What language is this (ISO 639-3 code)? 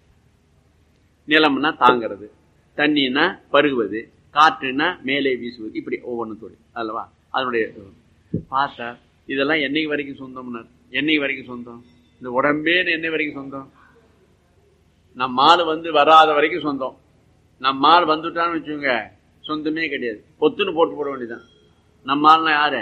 tam